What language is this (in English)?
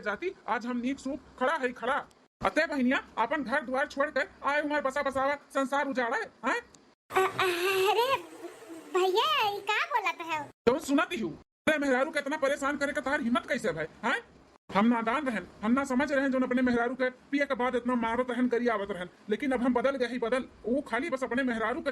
Awadhi